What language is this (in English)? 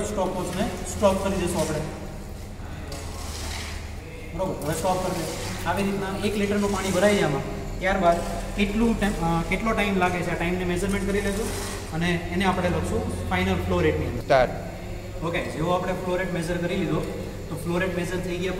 Gujarati